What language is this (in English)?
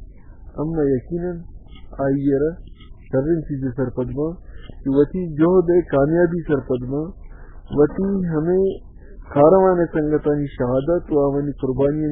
Baluchi